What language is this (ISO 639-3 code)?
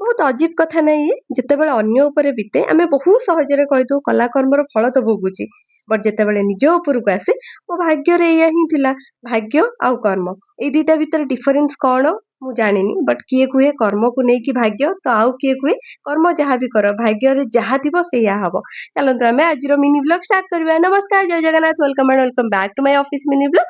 ori